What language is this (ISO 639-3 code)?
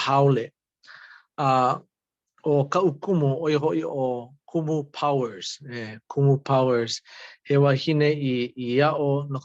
haw